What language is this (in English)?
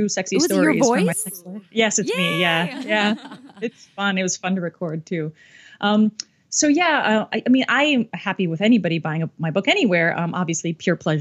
English